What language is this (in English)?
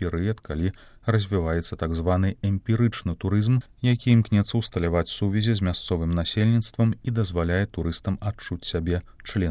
Belarusian